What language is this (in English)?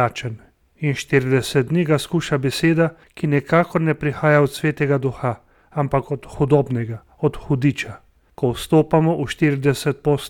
Slovenian